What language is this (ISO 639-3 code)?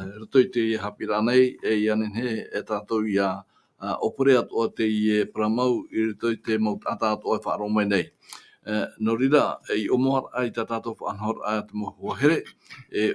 tah